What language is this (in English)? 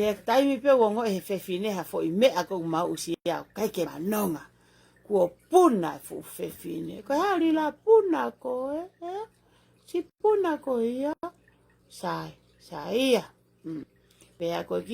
Tongan